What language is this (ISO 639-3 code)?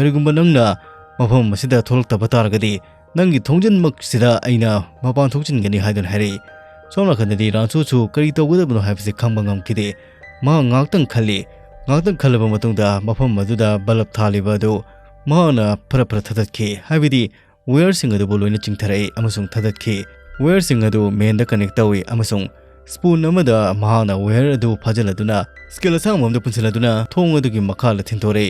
mni